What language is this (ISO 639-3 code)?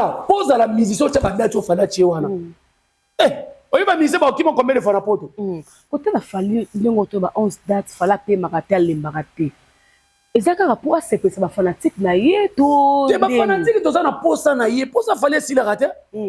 lin